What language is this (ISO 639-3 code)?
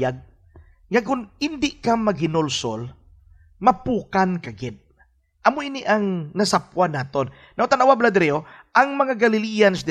hil